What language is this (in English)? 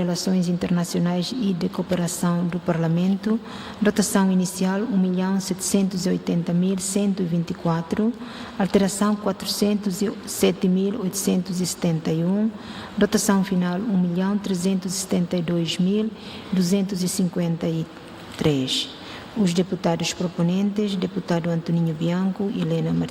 Tetum